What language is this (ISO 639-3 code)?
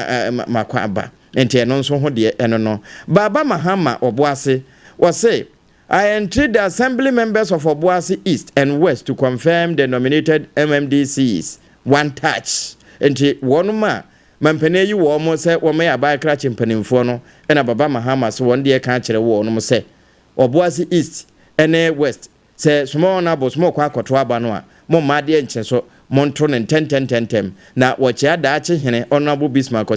aka